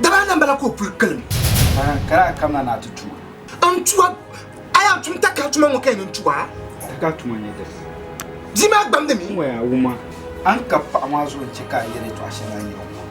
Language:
Dagbani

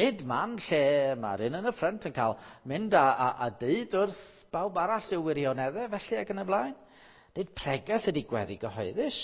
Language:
Welsh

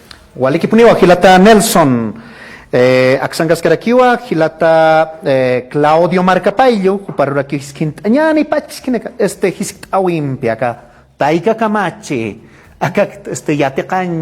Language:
Aymara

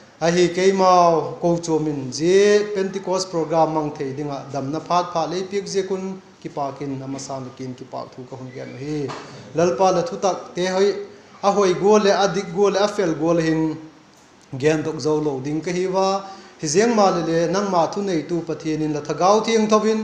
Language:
Vaiphei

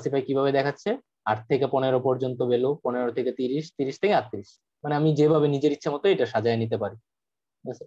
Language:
Bangla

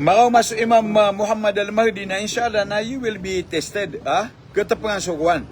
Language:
Maranao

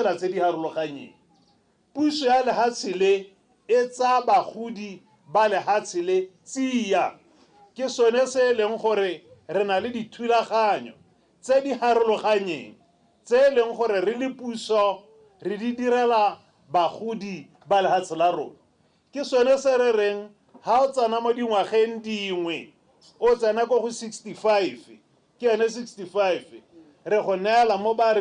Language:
Tswana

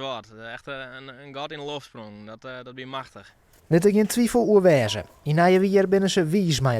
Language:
Western Frisian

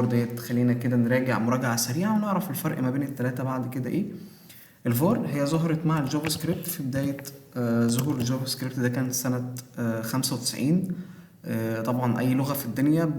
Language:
Egyptian Arabic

